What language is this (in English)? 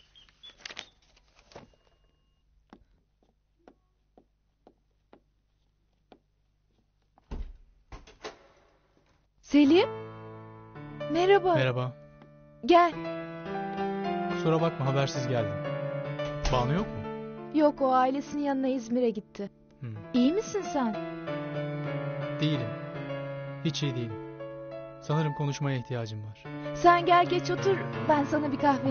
Turkish